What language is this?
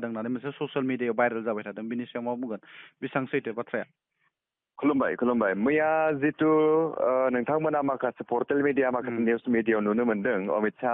Bodo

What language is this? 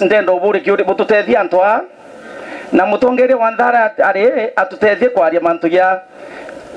Meru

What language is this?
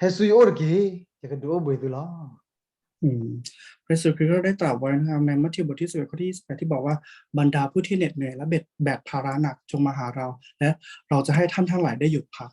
S'gaw Karen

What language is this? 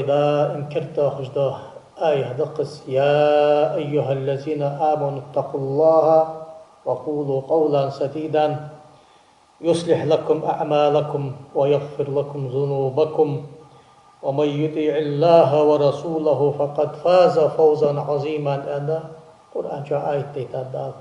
Ingush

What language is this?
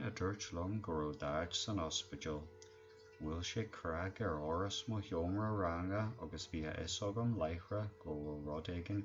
Irish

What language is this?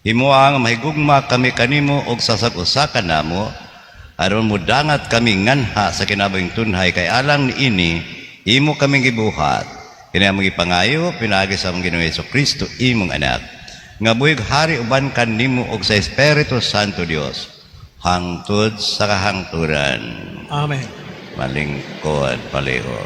Cebuano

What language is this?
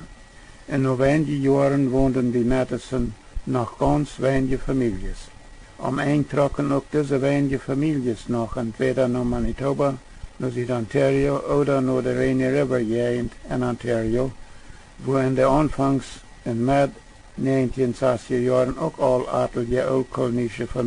Plautdietsch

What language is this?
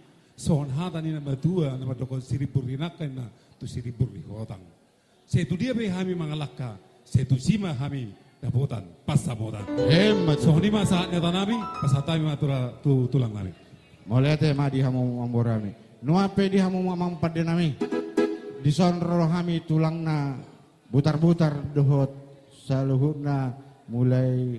Batak Toba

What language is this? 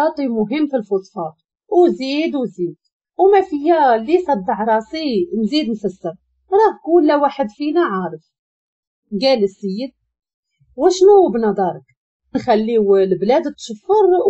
Moroccan Arabic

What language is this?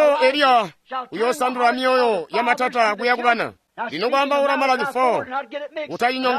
Tonga (Zambia)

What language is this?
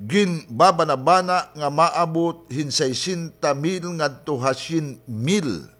Waray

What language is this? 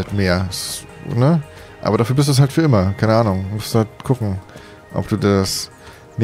German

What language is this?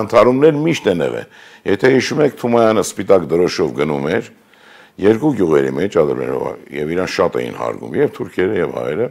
Armenian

